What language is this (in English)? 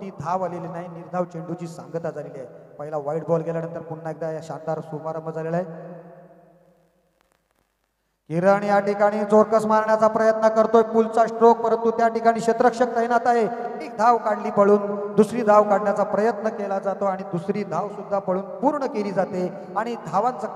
Marathi